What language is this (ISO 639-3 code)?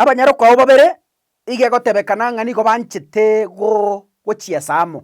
guz